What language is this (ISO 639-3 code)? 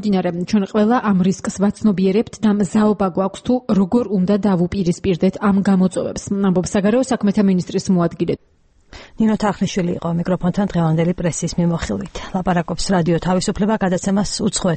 kat